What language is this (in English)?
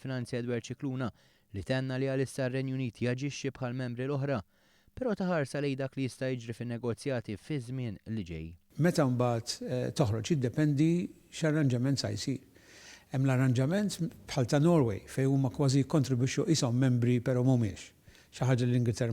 Maltese